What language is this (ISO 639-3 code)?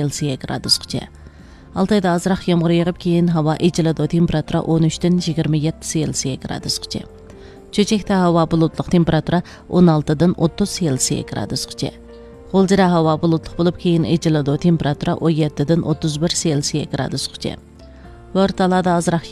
uig